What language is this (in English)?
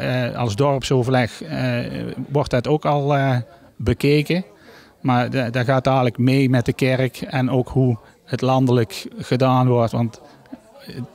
Dutch